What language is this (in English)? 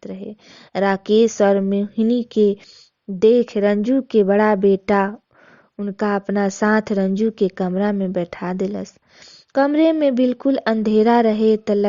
Bhojpuri